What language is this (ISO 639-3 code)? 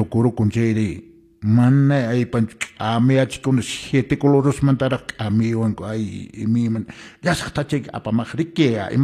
que